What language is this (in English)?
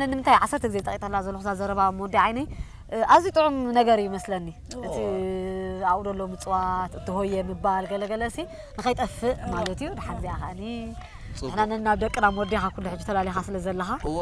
Tigrinya